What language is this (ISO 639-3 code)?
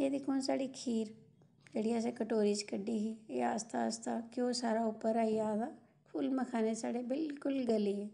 doi